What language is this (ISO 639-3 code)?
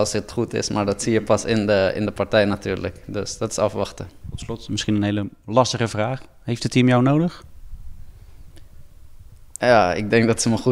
nld